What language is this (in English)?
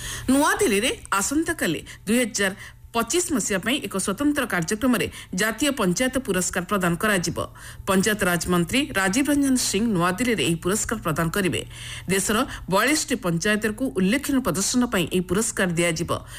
Odia